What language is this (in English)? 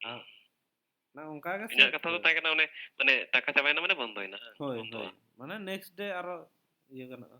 Santali